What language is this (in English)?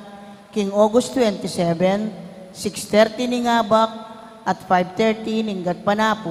Pampanga